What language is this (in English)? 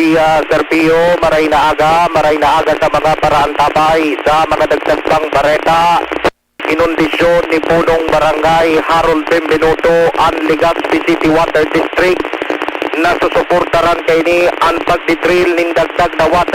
Bikol